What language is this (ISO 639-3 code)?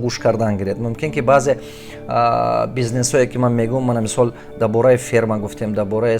tgk